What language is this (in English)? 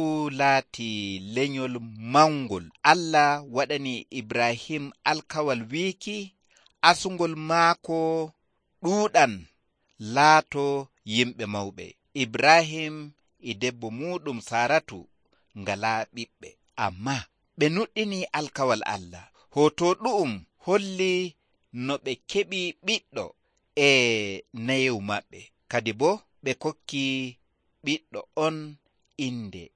Nigerian Fulfulde